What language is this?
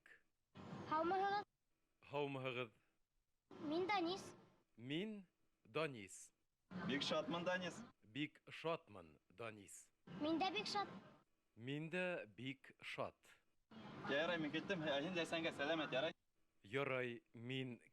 Bashkir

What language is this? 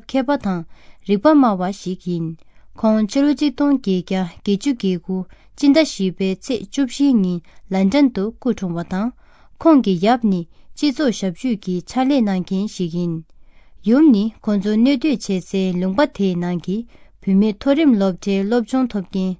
Tibetan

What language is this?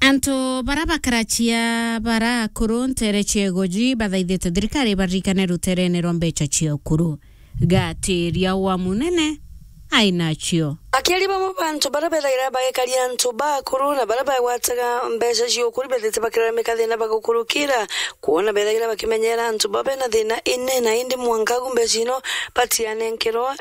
Meru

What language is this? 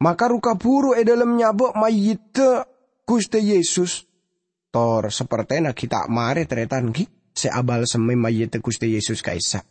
Madurese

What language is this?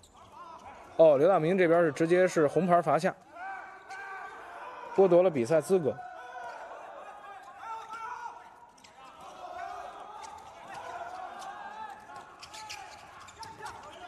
Chinese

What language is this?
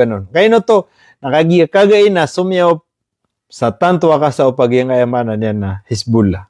Maranao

